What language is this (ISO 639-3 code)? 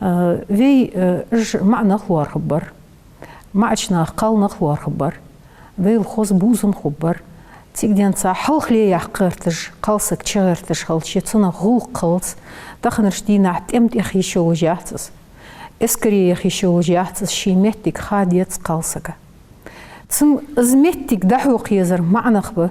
inh